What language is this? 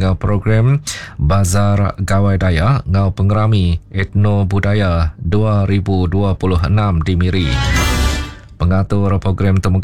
Iban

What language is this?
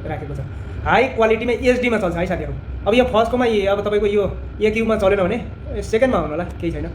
Nepali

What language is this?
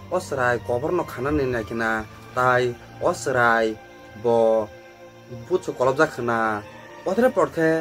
Kok Borok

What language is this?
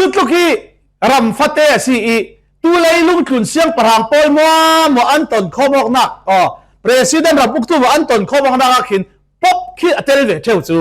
Falam Chin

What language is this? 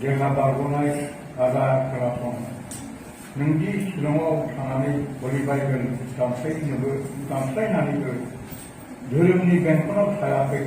Bodo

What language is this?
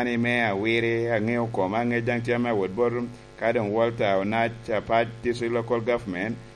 Lango (Uganda)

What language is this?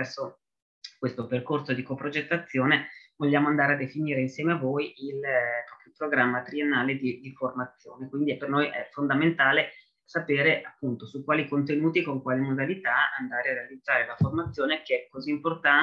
Italian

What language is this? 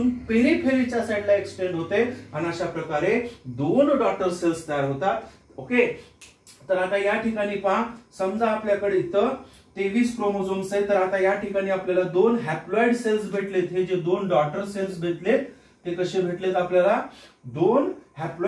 Marathi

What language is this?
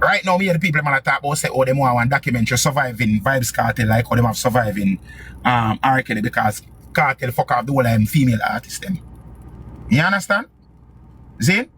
Jamaican Creole English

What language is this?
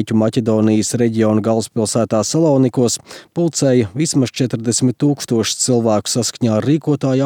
Latvian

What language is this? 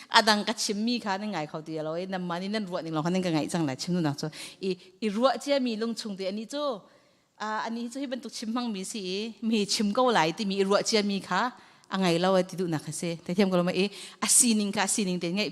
Hakha Chin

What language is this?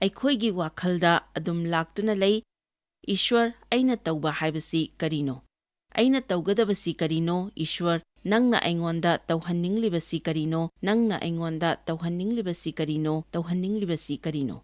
Manipuri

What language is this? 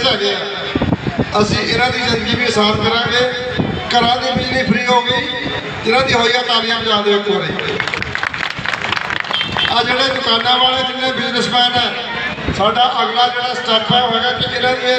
Punjabi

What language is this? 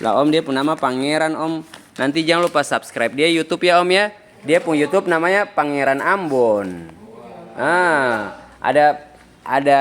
Ambonese Malay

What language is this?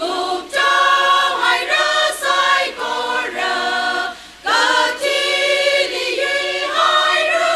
Tangkhul Naga (India)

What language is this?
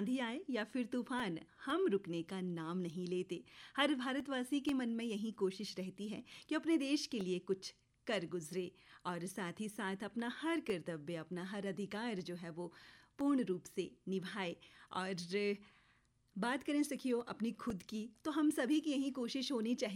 Hindi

